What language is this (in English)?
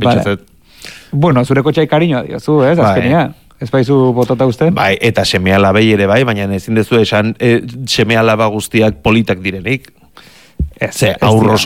Basque